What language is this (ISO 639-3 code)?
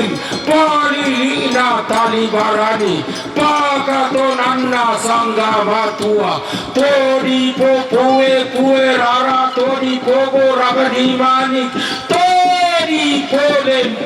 sda